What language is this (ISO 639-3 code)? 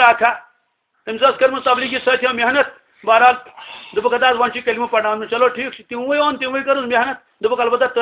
kas